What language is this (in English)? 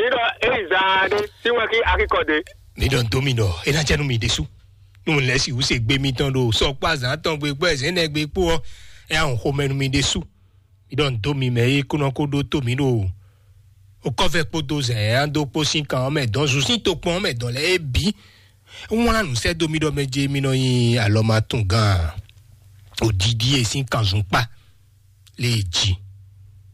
Fon